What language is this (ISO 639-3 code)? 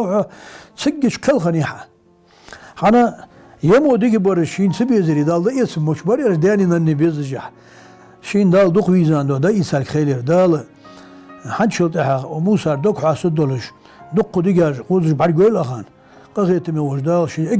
inh